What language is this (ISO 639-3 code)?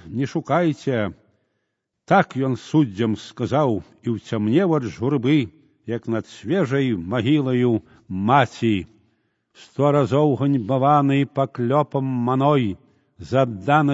bel